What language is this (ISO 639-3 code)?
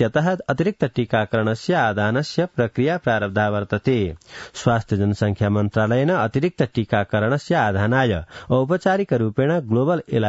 san